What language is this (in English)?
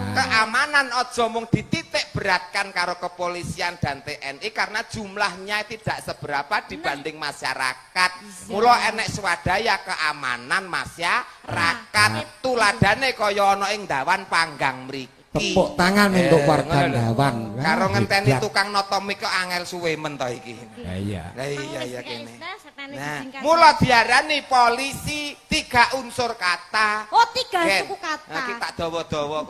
Javanese